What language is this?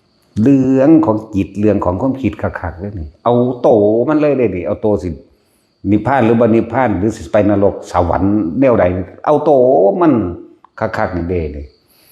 Northeastern Thai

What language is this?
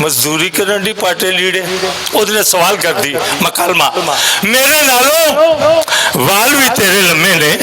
Western Panjabi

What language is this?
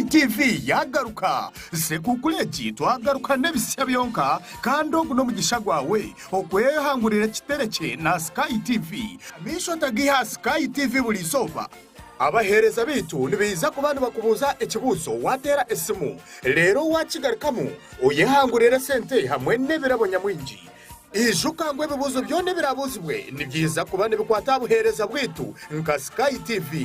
Nyankole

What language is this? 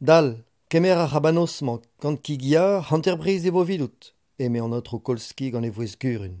Breton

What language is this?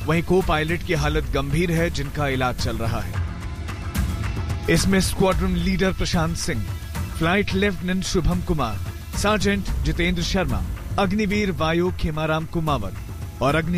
Hindi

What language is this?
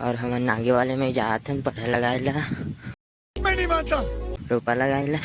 Chhattisgarhi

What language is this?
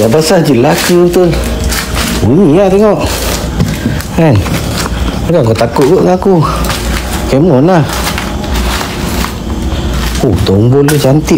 Malay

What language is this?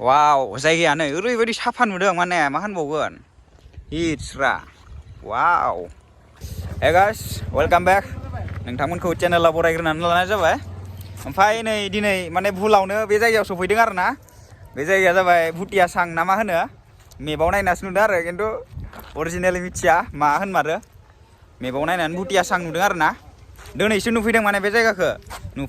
Bodo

